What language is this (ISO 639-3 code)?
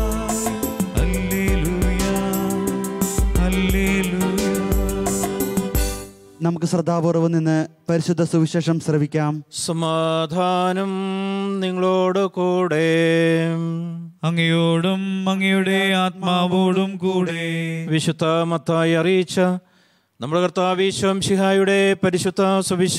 mal